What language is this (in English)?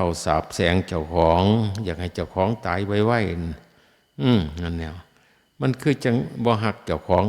Northeastern Thai